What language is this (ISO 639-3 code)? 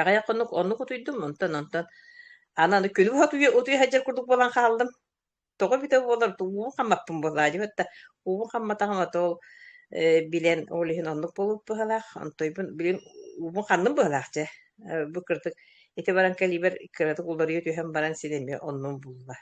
sah